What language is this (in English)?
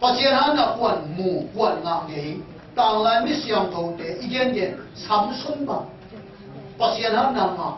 Tedim Chin